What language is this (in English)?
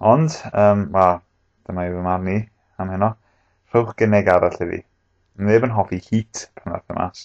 Welsh